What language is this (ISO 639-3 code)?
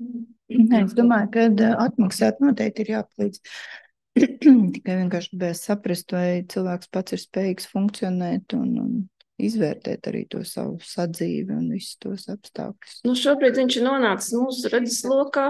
lav